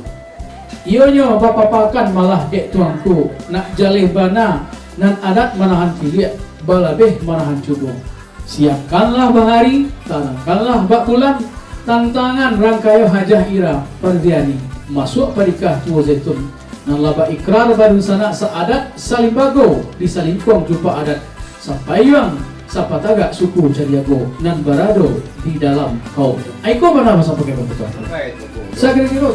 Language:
Minangkabau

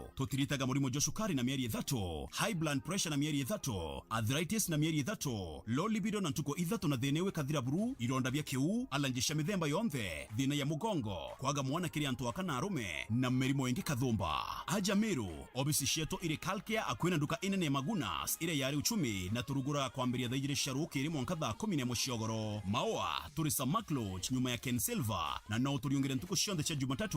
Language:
Meru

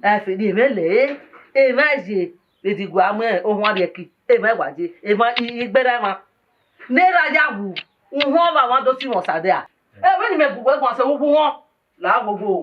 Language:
Bini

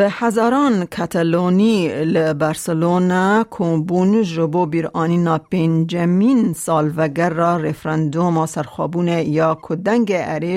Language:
Kurdish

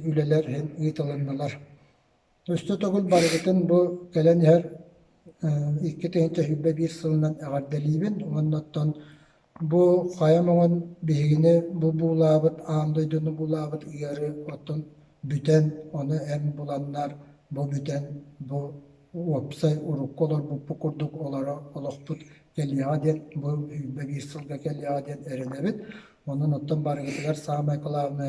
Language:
Yakut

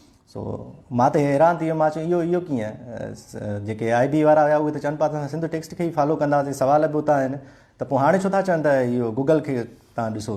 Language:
Sindhi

